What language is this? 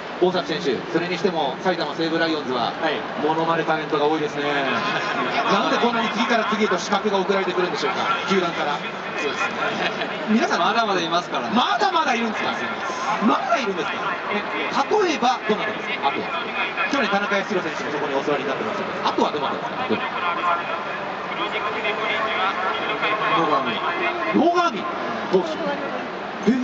Japanese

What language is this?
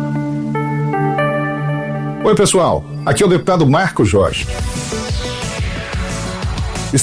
Portuguese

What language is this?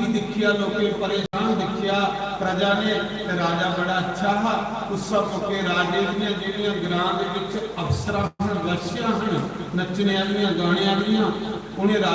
Dogri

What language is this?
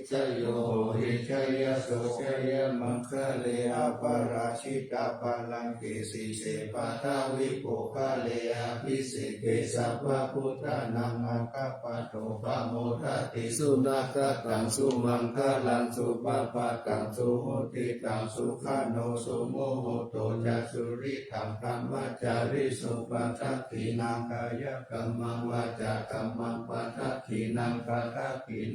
Pali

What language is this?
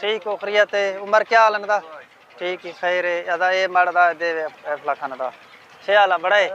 Saraiki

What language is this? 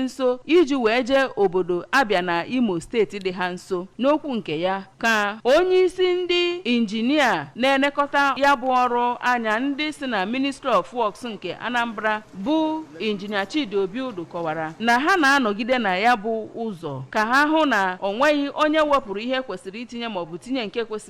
Igbo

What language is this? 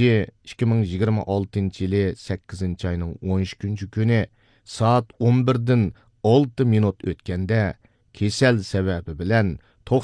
Uyghur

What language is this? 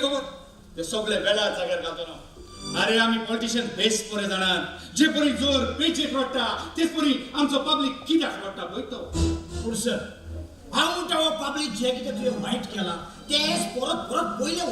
Konkani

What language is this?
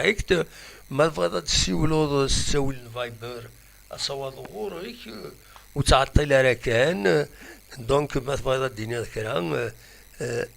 Kabyle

